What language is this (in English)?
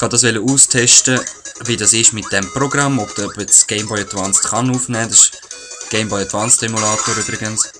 Swiss German